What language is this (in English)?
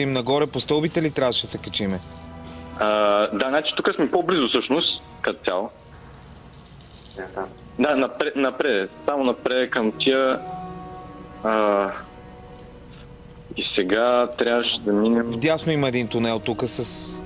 Bulgarian